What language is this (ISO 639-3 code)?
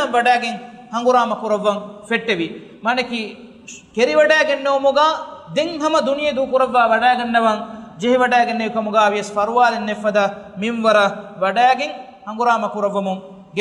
div